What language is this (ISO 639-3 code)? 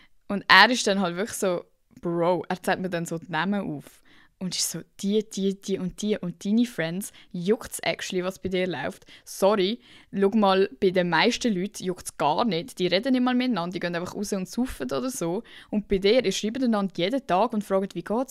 gsw